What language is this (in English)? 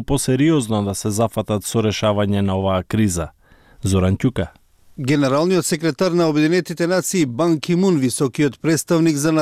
Macedonian